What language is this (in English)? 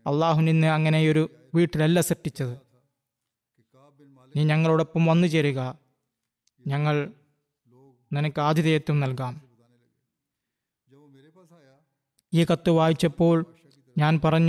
Malayalam